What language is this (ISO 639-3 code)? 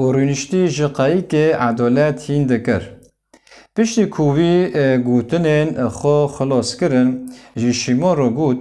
kur